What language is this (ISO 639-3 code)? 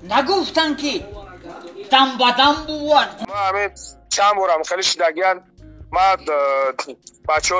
tgk